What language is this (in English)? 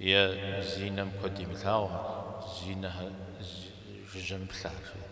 Kabardian